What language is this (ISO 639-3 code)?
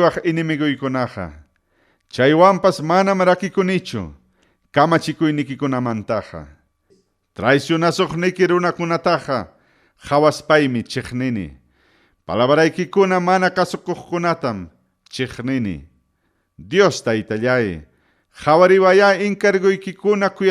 quy